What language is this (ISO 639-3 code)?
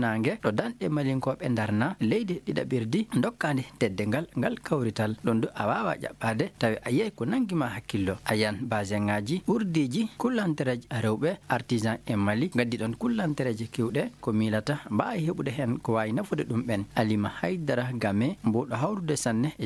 ffm